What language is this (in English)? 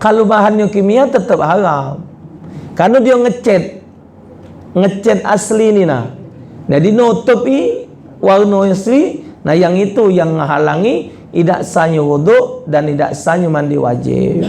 Musi